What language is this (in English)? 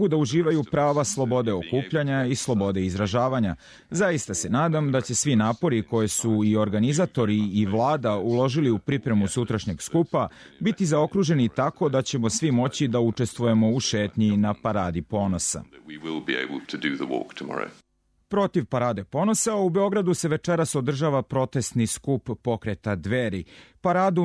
Serbian